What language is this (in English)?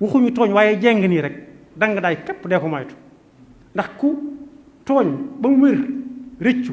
Wolof